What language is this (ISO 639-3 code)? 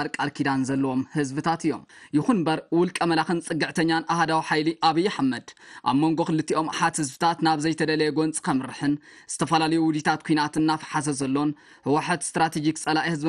tir